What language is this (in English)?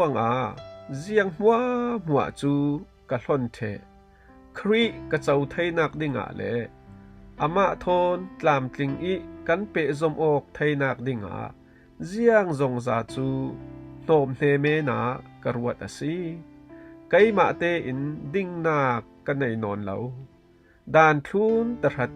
Falam Chin